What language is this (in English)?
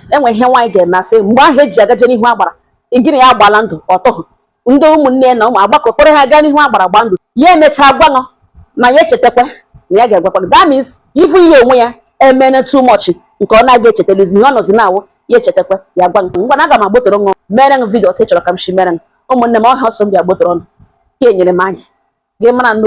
Igbo